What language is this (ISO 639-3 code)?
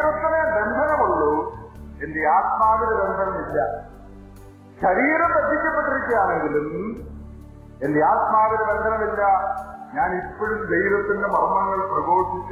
mal